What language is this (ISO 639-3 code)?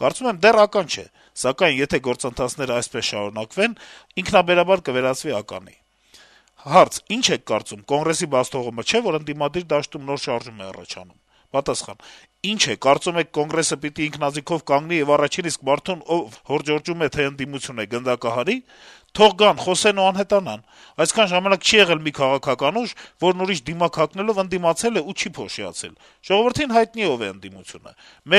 hye